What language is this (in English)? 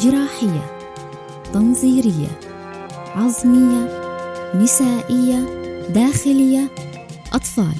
North Levantine Arabic